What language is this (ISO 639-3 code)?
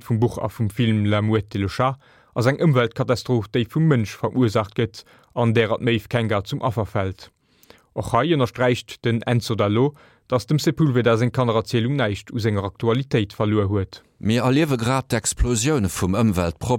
ltz